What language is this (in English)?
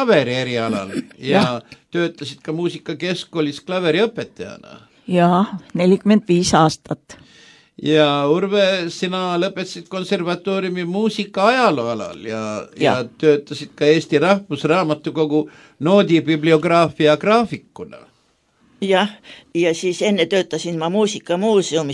Estonian